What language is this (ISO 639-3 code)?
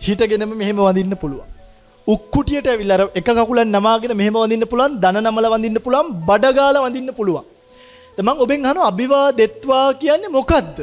sin